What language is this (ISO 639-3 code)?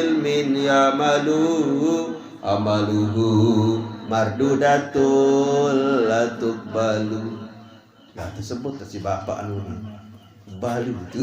sas